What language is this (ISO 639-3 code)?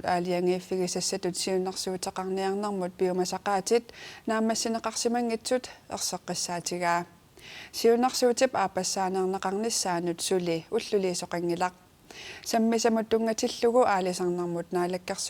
kal